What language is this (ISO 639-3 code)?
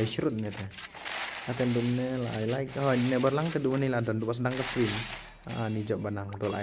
kha